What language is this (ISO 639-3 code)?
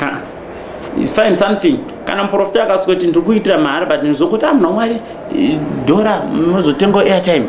sna